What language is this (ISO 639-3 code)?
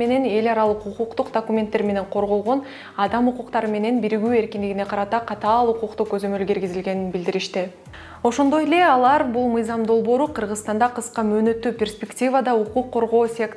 kir